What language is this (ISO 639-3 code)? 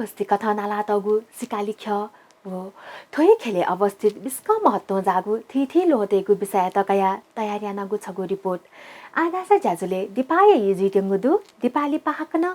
new